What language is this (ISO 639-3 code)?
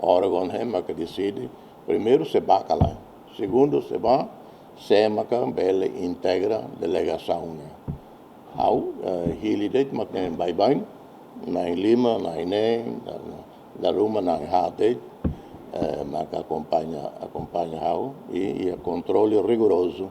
tet